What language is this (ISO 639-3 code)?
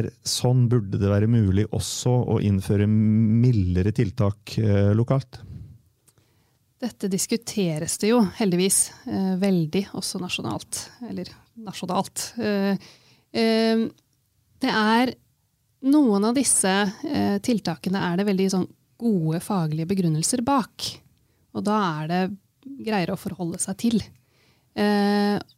nor